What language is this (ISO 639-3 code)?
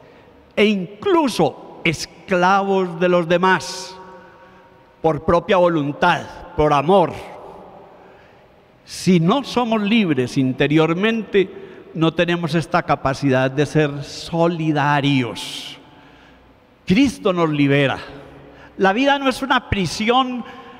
spa